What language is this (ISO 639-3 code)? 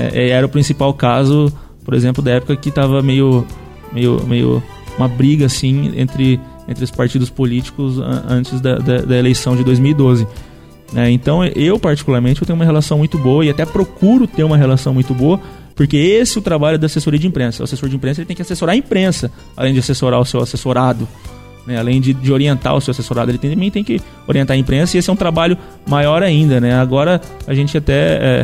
por